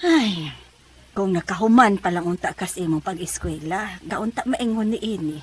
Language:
Cebuano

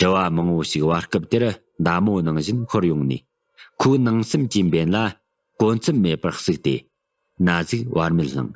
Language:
Tibetan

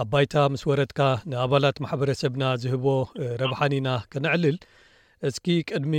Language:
Tigrinya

